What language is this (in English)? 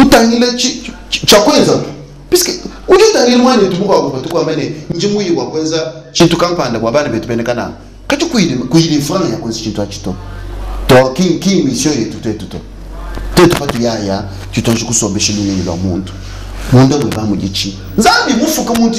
Luba-Lulua